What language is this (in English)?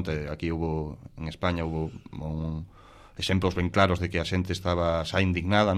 Galician